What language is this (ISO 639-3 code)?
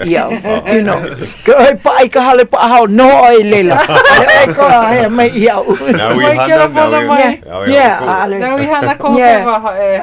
haw